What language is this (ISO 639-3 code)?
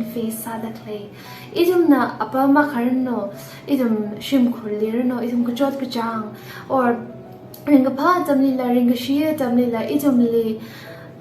nmf